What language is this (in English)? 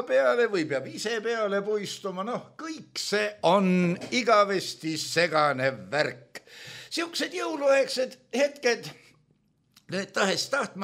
Estonian